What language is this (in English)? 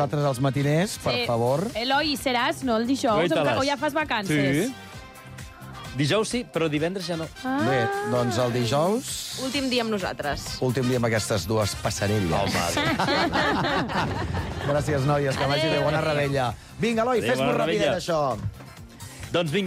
Catalan